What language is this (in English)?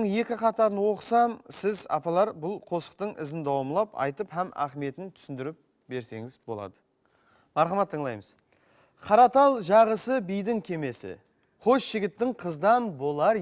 Kara-Kalpak